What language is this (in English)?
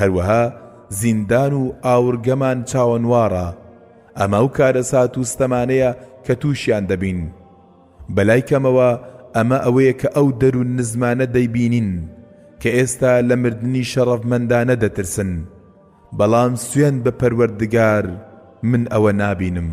Central Kurdish